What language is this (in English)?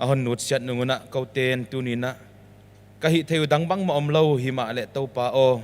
Paite Chin